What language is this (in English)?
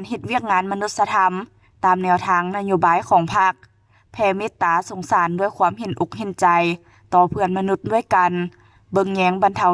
Lao